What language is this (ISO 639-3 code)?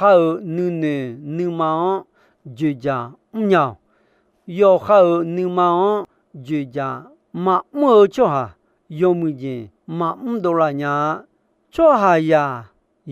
ahk